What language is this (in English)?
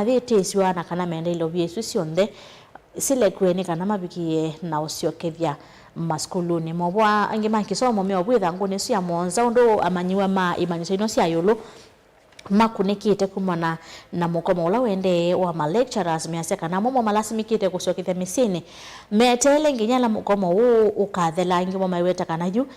Kamba